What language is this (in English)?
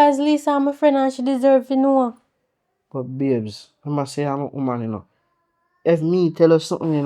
Jamaican Creole English